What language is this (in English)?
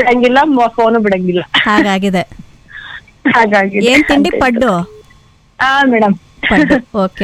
Kannada